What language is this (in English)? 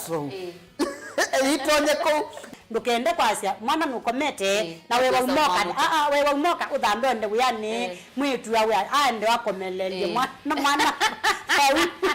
Kamba